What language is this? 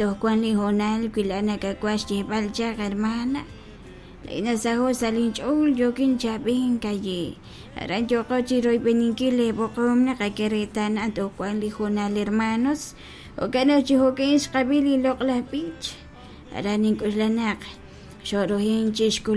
Kekchí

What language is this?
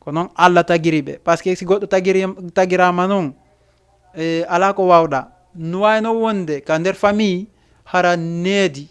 Fula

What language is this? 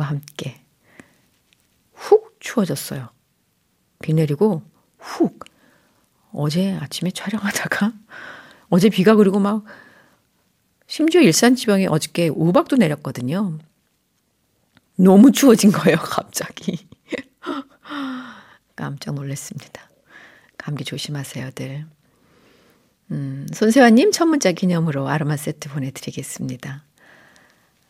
Korean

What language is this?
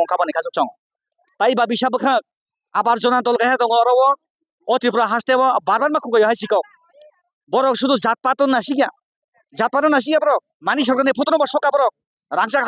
Kok Borok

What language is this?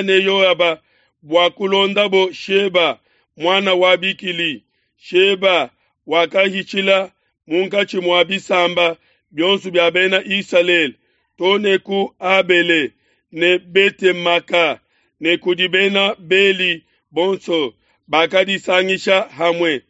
Luba-Lulua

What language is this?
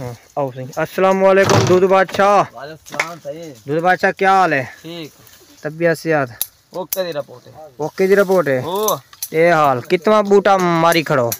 Saraiki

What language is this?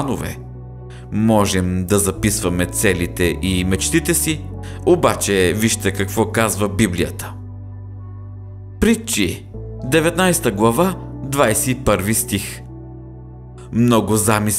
Bulgarian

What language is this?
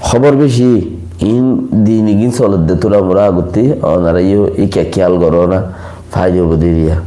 Rohingya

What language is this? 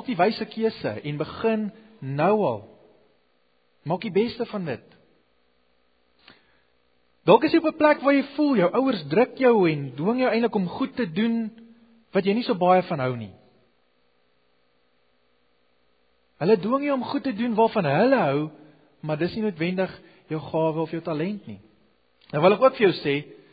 Afrikaans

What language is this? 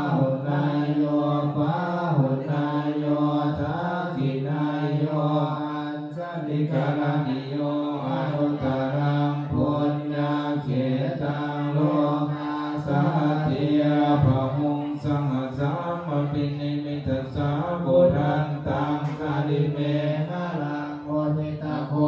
Pali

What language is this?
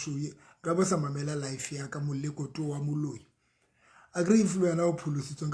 Southern Sotho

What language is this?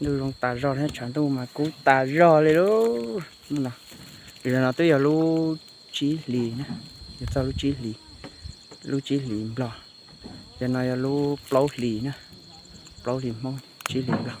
Hmong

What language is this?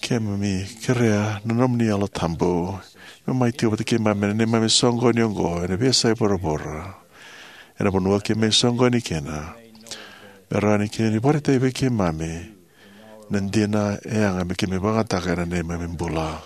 Fijian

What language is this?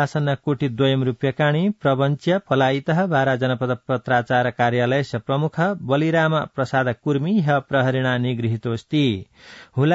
Sanskrit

